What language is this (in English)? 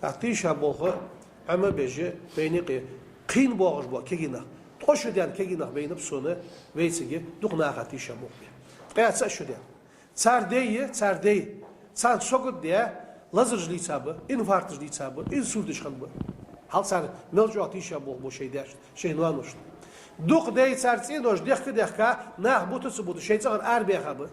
Ingush